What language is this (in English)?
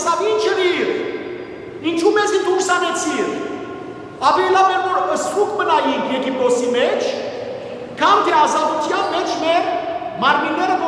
Western Armenian